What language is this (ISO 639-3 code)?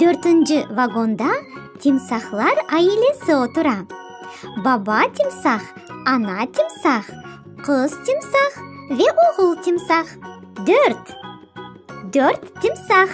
crh